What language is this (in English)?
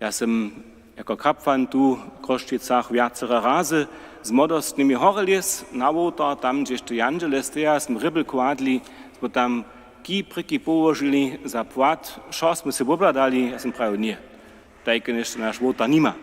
Upper Sorbian